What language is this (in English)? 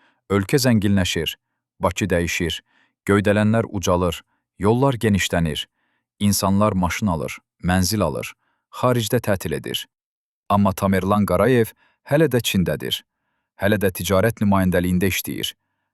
Azerbaijani